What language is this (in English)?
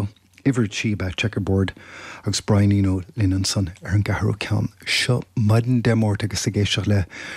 Irish